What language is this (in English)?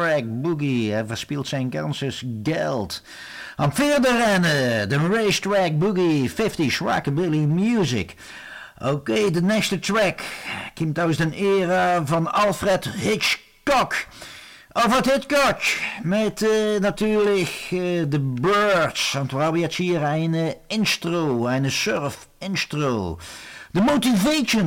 Dutch